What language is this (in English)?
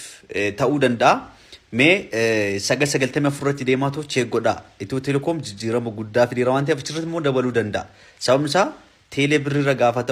Oromo